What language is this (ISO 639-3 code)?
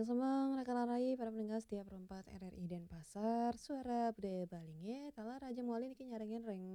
ban